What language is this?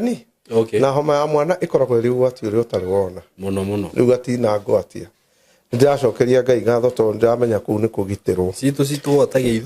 Kikuyu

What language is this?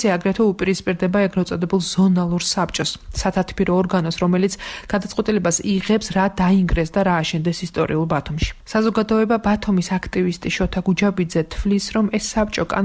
Georgian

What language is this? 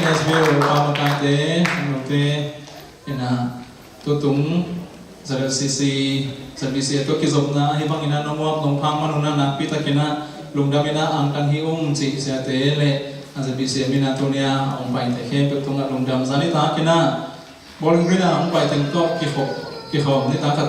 Tedim Chin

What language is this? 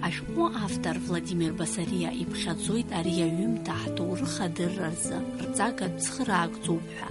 Abkhazian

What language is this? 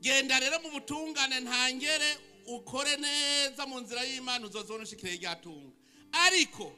Rundi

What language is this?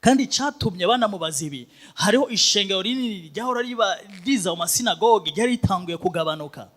Rundi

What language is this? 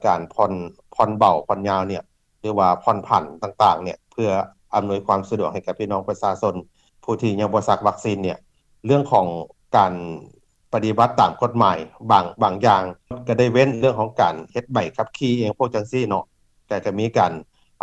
Lao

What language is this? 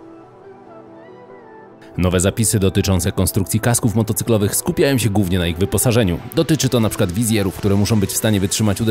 Polish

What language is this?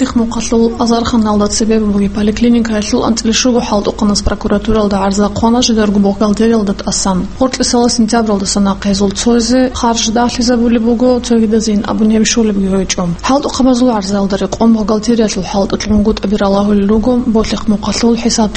Avaric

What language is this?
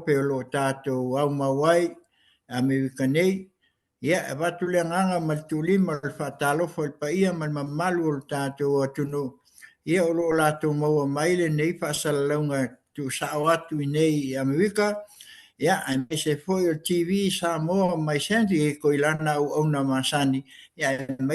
Samoan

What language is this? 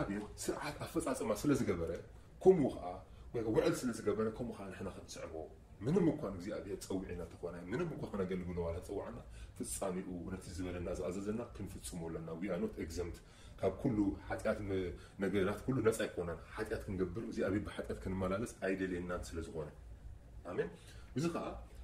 Tigrinya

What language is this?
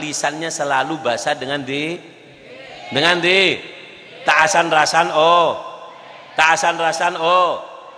Madurese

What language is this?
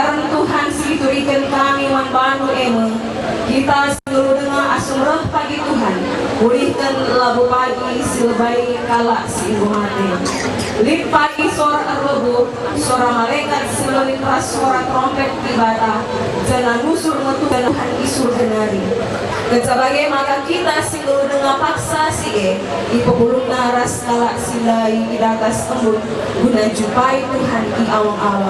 Batak Karo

